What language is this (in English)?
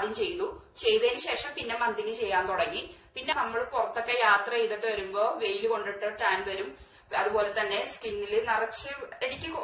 Malayalam